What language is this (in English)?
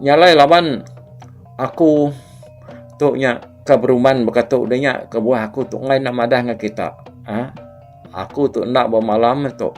Iban